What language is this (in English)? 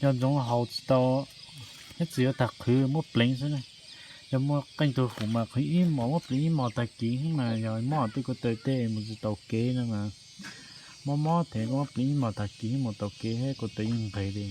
Hmong